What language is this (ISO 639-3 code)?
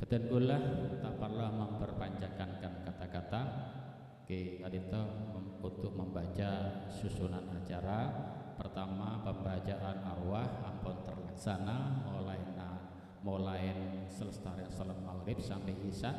mad